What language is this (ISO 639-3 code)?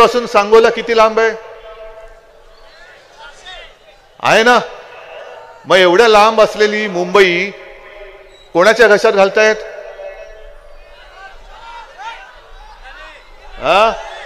mar